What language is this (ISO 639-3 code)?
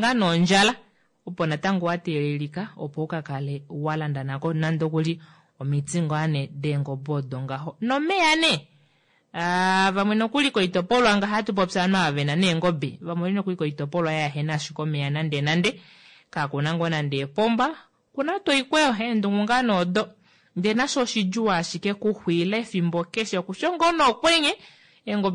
kua